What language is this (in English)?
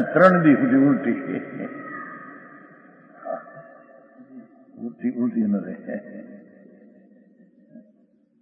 Gujarati